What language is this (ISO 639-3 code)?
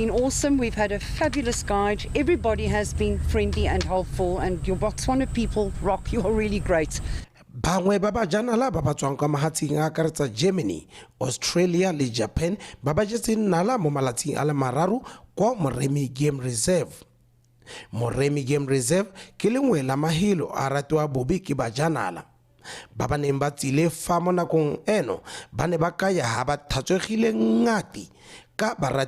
tsn